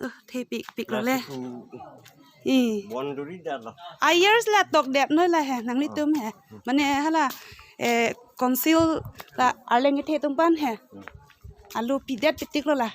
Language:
Karbi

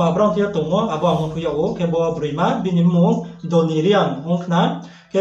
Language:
Riang (India)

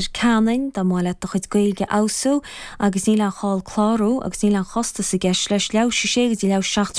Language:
Irish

